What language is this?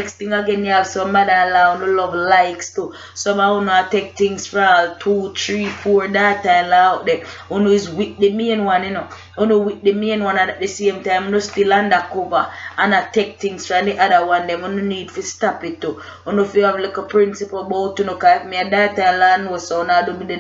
Jamaican Creole English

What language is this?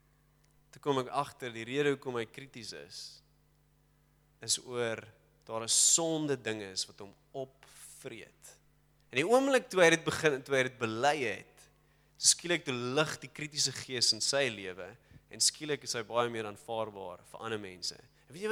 Afrikaans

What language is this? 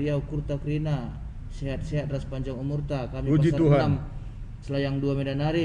Batak Karo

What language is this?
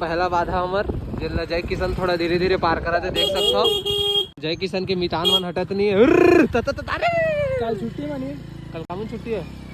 Chhattisgarhi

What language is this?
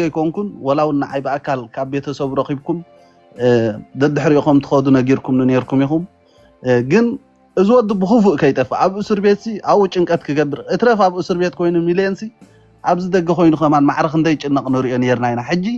Tigrinya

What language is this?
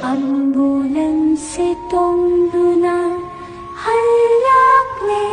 Manipuri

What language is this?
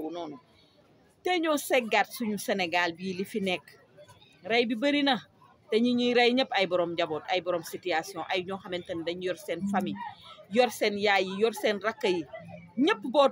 Wolof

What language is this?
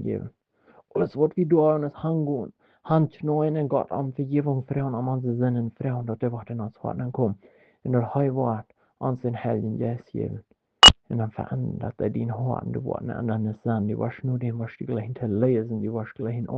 Plautdietsch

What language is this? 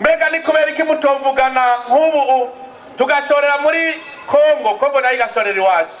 Rundi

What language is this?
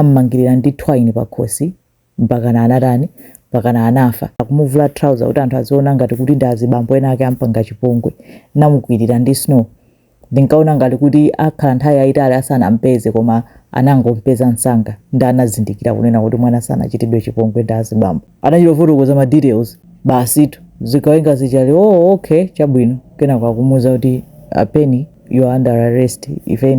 Nyanja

